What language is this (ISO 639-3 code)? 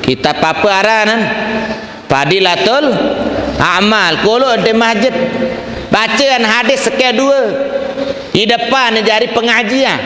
sas